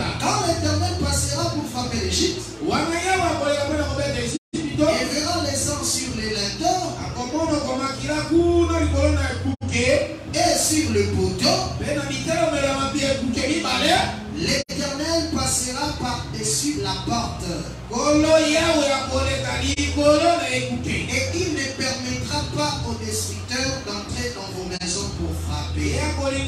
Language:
French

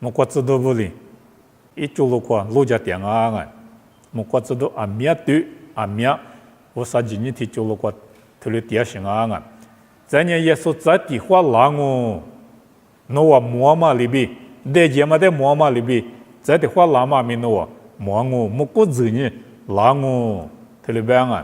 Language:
Lisu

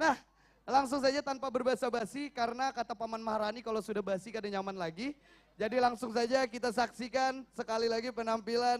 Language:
Banjar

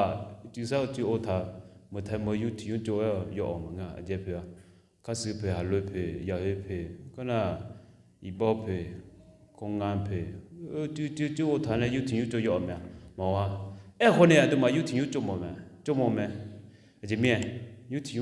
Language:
Akha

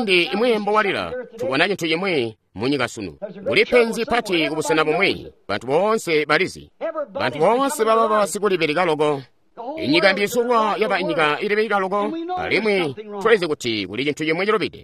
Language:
Tonga (Zambia)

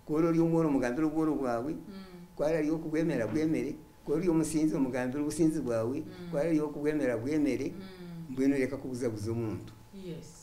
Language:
Nyankole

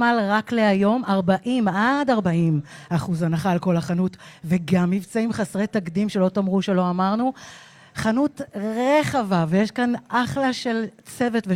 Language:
Hebrew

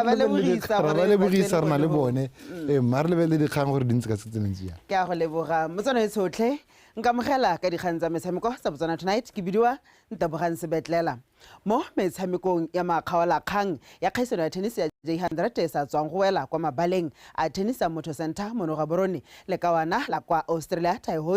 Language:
Tswana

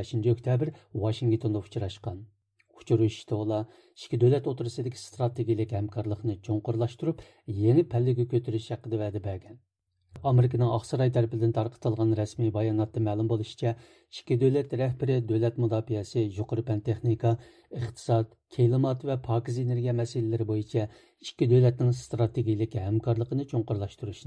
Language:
Uyghur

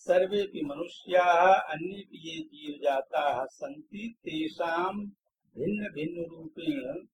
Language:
Sanskrit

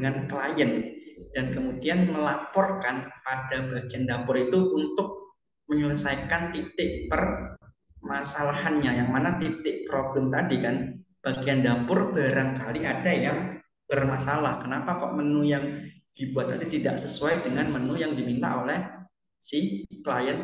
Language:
Indonesian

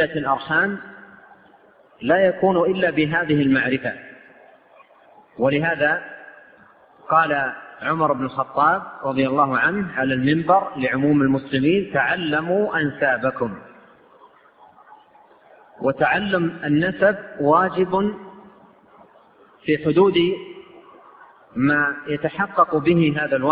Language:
Arabic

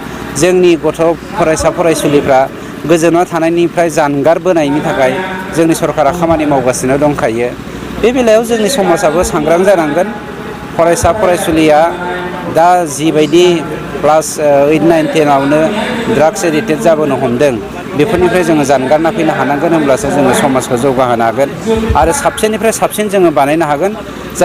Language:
Bodo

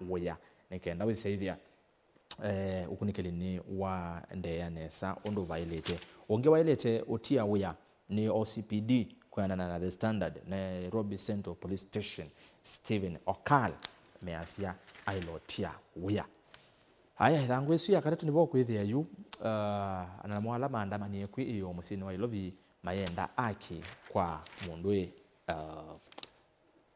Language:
Kamba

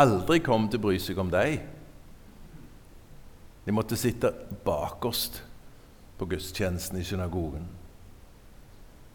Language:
Norwegian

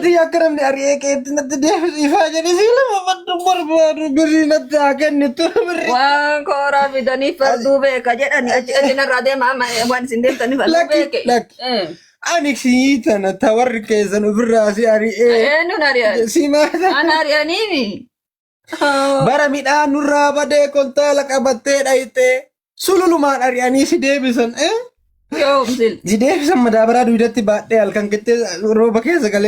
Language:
Oromo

